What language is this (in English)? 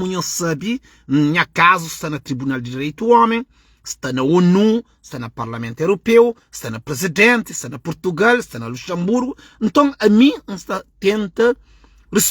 Kabuverdianu